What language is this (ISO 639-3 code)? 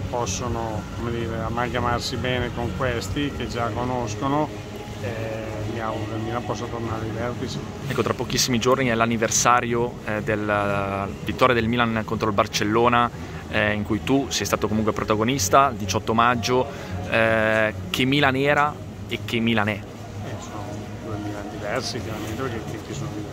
ita